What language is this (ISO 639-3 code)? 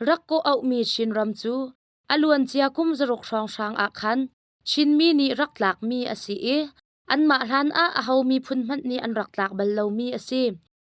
cnh